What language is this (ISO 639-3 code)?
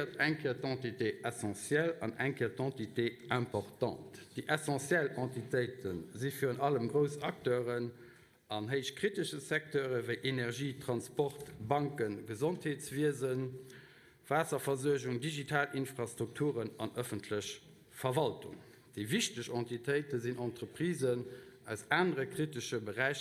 ltz